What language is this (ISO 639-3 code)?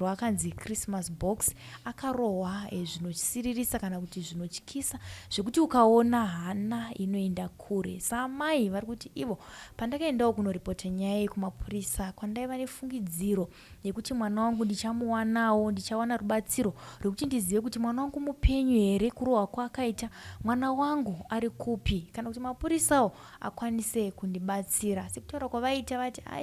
sna